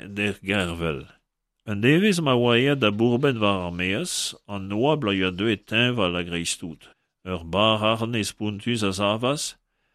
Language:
Breton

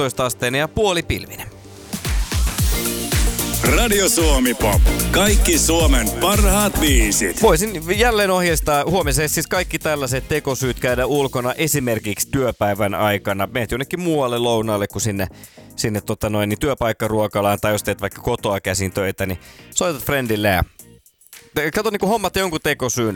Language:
Finnish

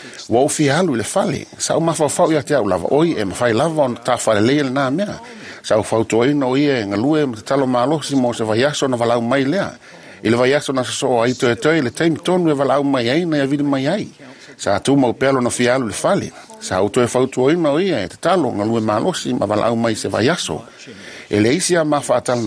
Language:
Samoan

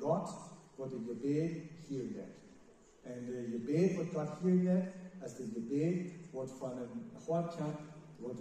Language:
Plautdietsch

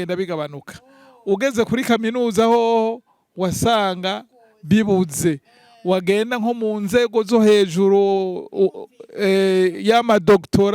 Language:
Rundi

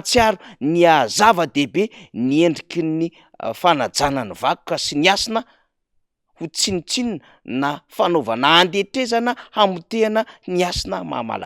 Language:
Malagasy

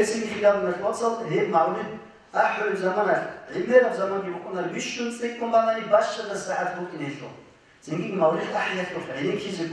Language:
Avaric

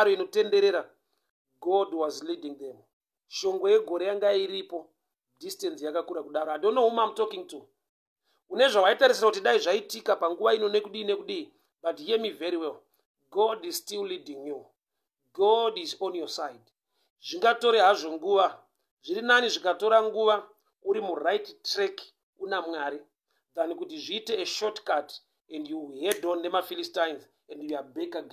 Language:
Shona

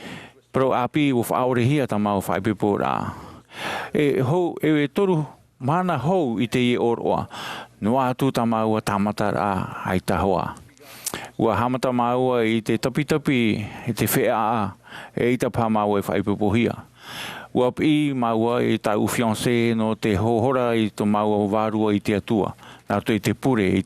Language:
Tahitian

